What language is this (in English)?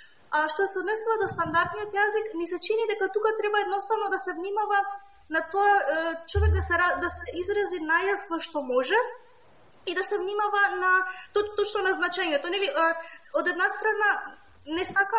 Macedonian